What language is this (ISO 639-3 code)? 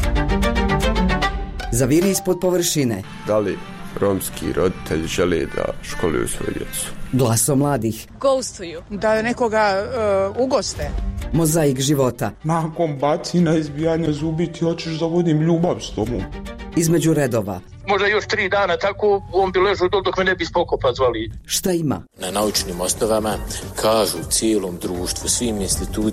bos